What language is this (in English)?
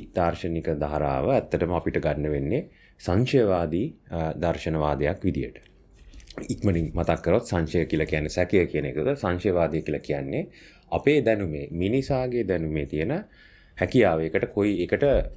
Sinhala